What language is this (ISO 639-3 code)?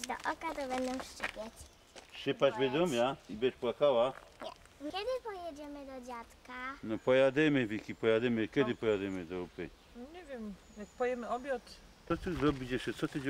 szl